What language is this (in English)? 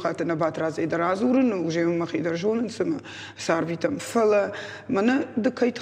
Ossetic